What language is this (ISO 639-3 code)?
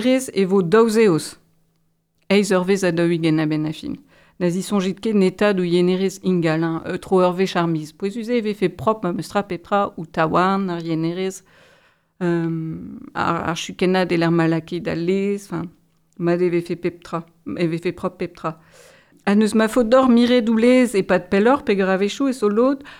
bre